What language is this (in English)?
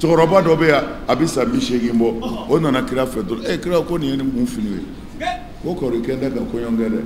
Bambara